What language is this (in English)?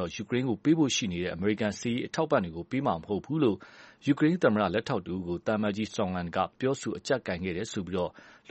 Burmese